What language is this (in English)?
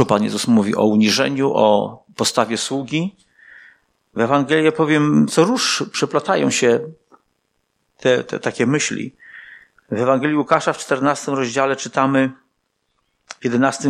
Polish